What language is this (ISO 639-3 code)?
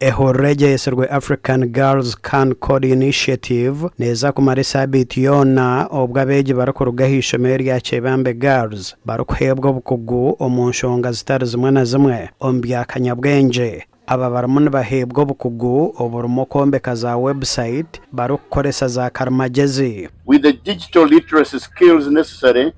nyn